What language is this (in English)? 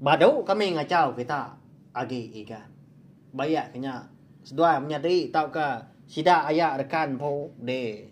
Iban